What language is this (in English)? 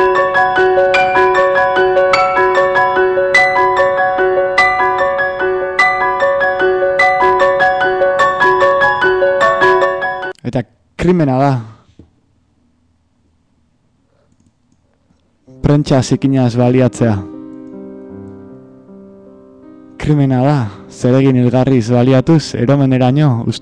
Basque